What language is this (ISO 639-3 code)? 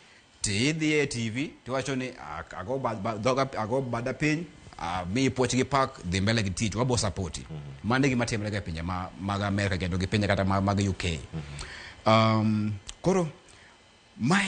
luo